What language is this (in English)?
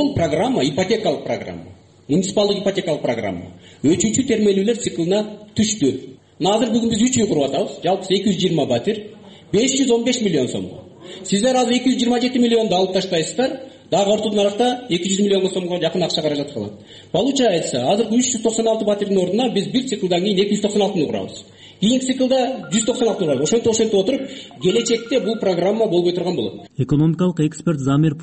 Kyrgyz